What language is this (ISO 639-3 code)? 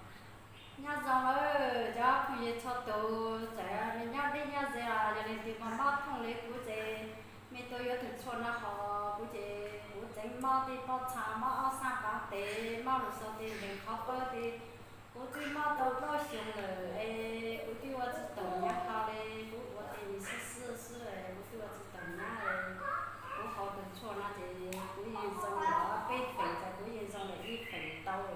hmn